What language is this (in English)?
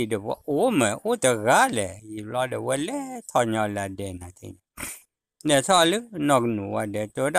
S'gaw Karen